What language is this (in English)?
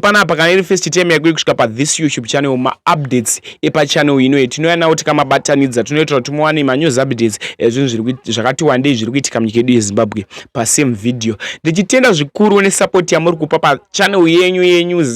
Shona